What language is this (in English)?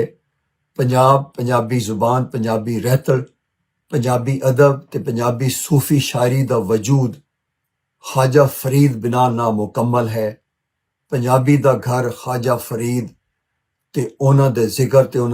Western Panjabi